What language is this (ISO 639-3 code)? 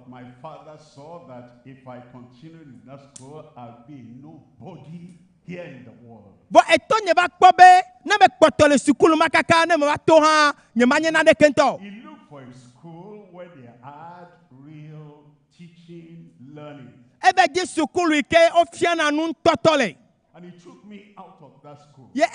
ewe